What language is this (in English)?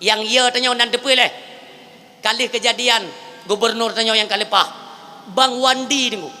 Achinese